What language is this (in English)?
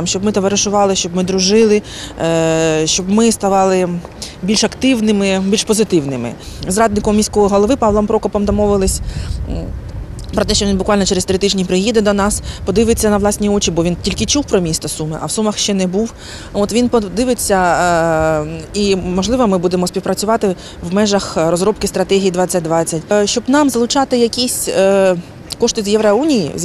Ukrainian